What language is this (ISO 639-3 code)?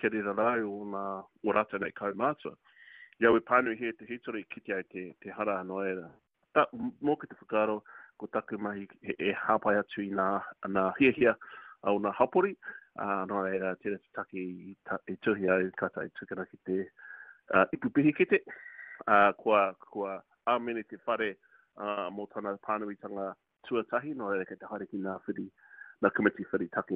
mri